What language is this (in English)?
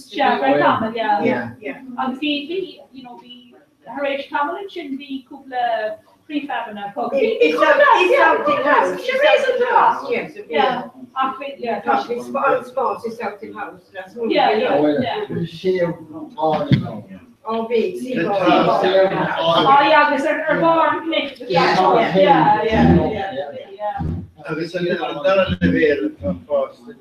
Irish